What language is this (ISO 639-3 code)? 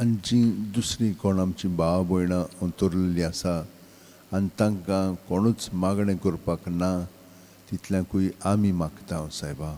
kok